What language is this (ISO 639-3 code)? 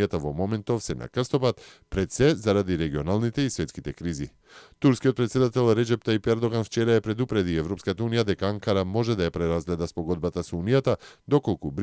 mkd